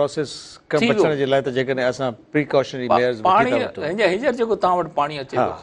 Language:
Sindhi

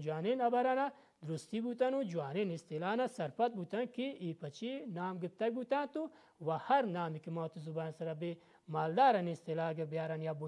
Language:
Baluchi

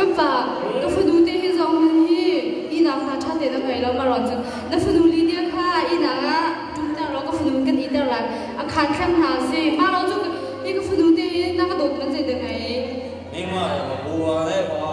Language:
Hakha Chin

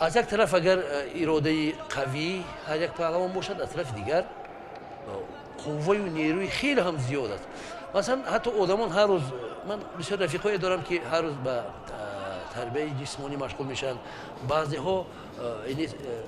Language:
Tajik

